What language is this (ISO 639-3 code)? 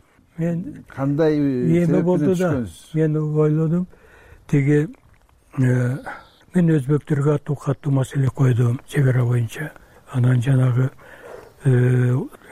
kir